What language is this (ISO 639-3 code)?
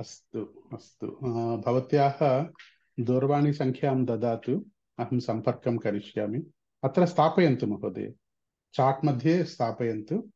san